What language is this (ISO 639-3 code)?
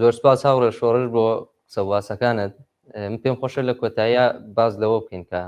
ckb